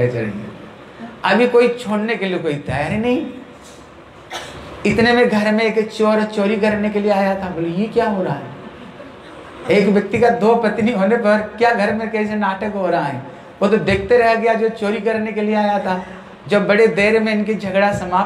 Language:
Hindi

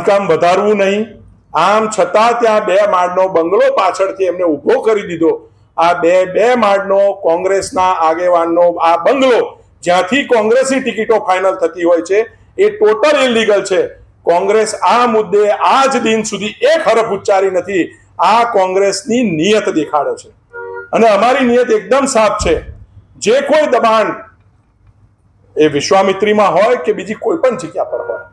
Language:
Gujarati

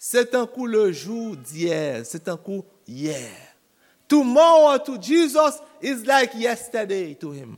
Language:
Haitian Creole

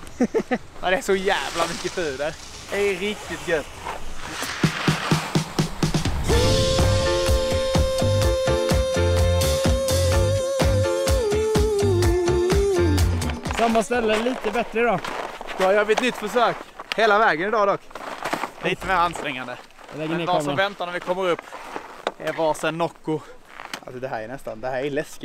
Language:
Swedish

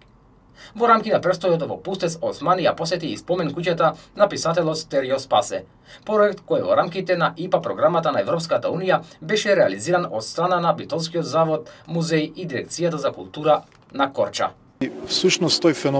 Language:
Macedonian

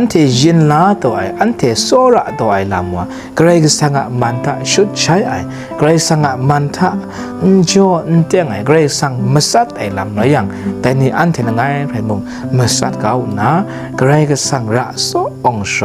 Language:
Kachin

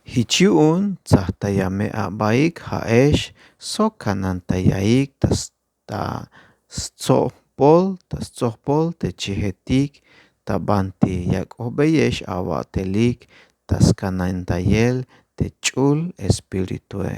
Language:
Tzeltal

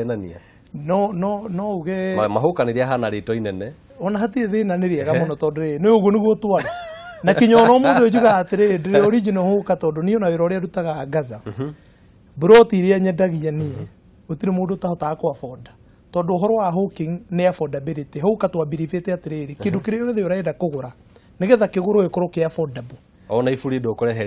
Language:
Kikuyu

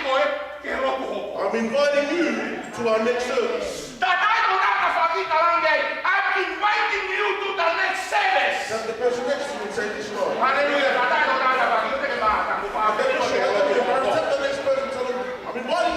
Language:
Tongan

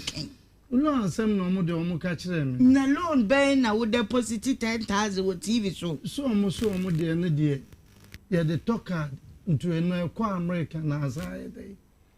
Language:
Akan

